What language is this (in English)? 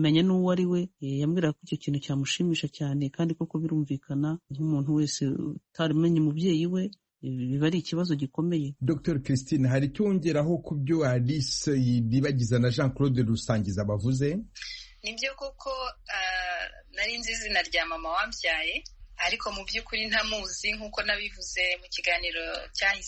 Kinyarwanda